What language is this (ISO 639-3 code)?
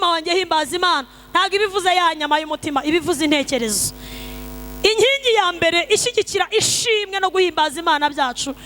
kin